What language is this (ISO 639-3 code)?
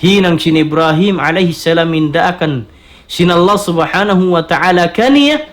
tsg